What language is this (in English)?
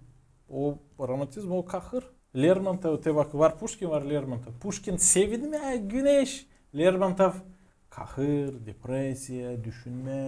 Gagauz